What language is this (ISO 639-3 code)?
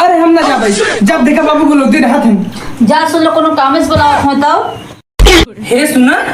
awa